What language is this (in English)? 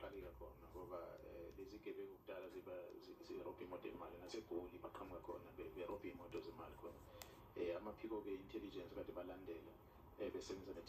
Zulu